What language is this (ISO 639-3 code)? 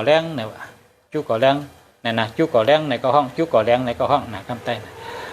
shn